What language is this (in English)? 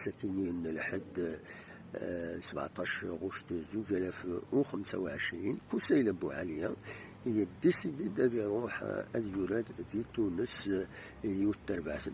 Kabyle